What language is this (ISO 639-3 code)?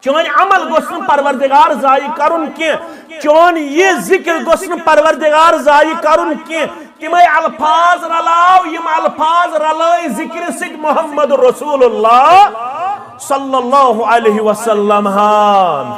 kas